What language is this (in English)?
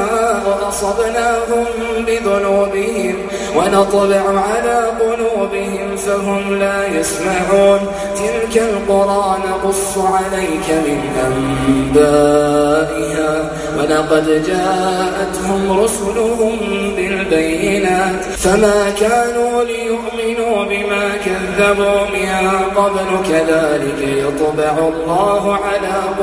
Arabic